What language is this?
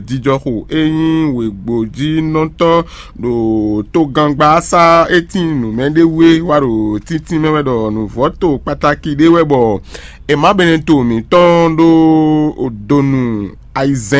Fon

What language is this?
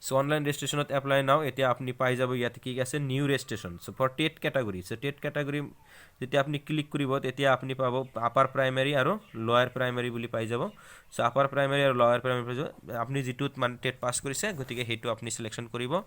Assamese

